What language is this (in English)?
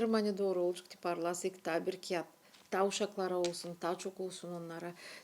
Gagauz